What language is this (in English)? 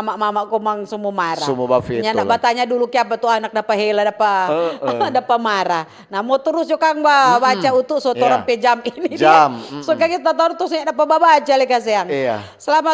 Manado Malay